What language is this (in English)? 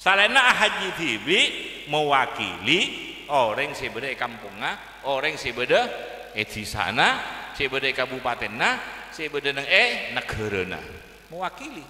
Madurese